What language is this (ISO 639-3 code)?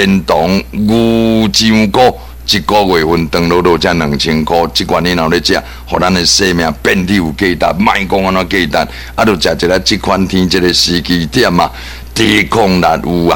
nan